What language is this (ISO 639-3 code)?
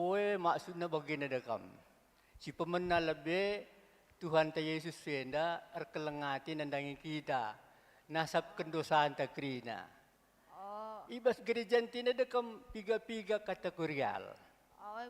btx